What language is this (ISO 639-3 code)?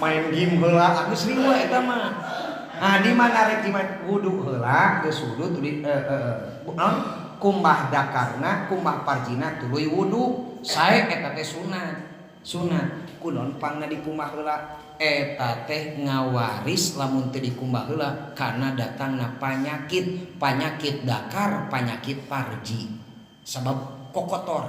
sun